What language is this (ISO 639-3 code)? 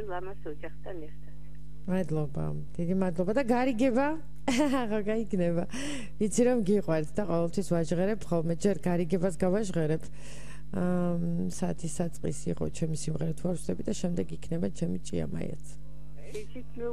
kat